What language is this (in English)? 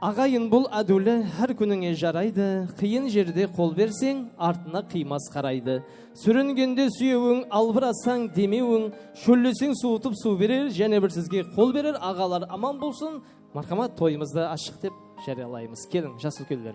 Kara-Kalpak